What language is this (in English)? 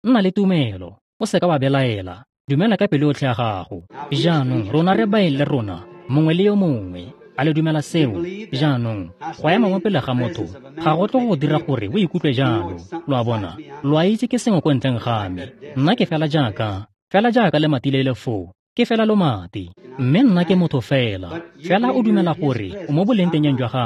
Tswana